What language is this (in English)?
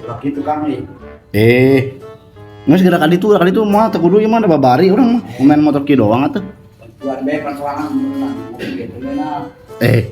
Sundanese